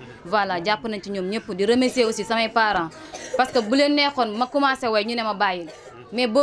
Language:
Wolof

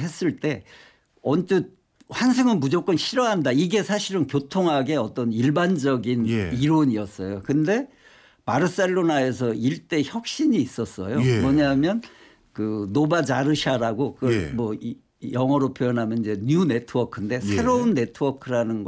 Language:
Korean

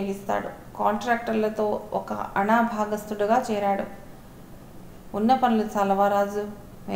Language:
Telugu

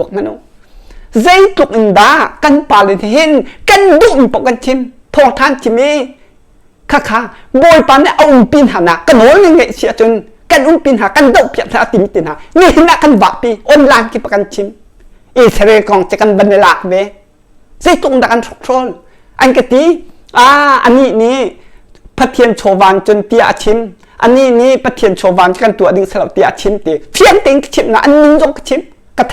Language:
Hakha Chin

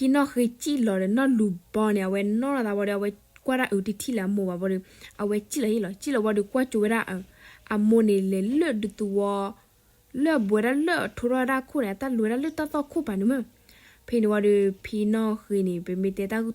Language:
S'gaw Karen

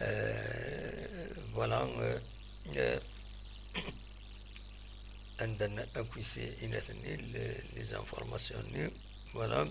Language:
Kabyle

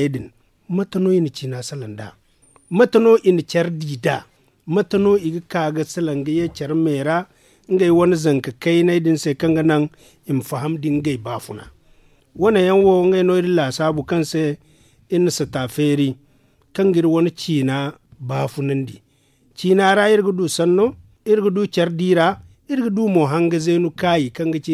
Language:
Zarma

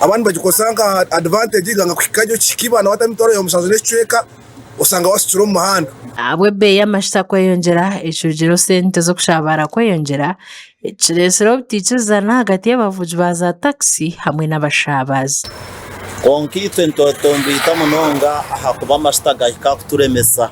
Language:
Nyankole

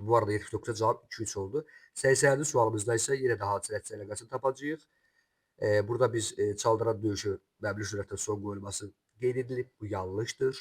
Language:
Azerbaijani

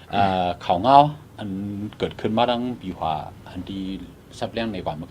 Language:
Shan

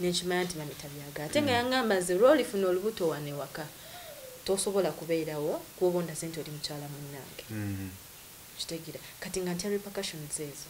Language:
Ganda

